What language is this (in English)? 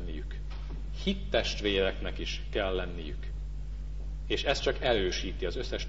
Hungarian